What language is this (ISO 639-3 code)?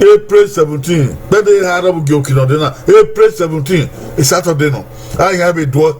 bin